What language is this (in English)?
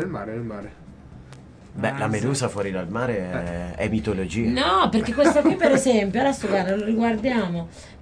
Italian